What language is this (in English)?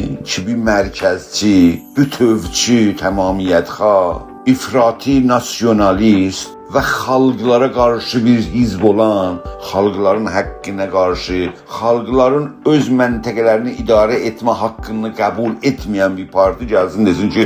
South Azerbaijani